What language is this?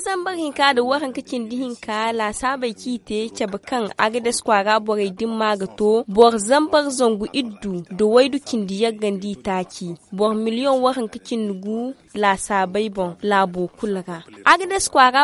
Zarma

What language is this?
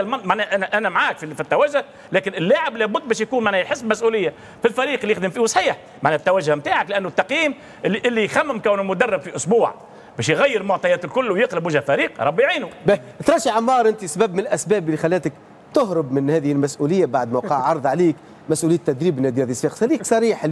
Tunisian Arabic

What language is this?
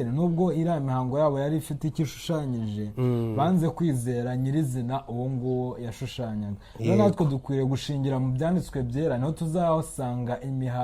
Kinyarwanda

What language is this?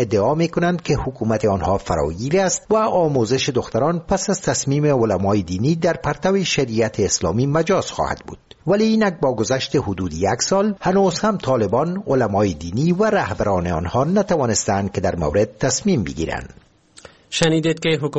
Persian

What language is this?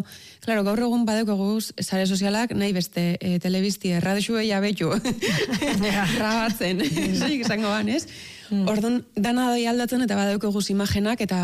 Basque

